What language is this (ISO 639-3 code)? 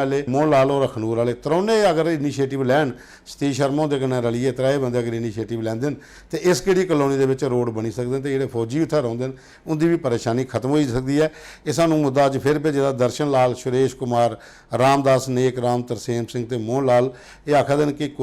doi